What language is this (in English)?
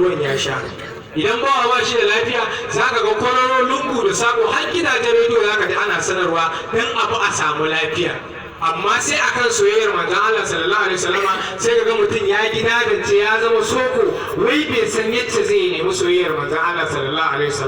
Hausa